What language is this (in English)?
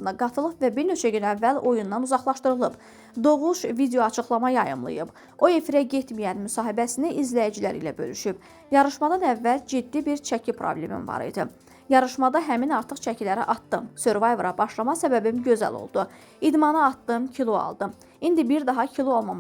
Azerbaijani